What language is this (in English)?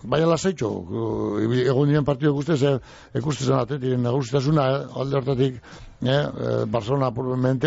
Basque